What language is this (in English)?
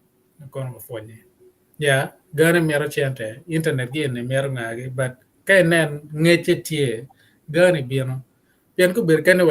Acoli